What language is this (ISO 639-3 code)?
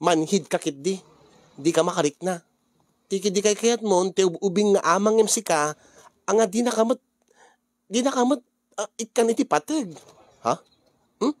ilo